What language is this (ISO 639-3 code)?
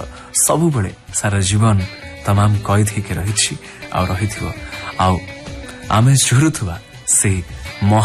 ori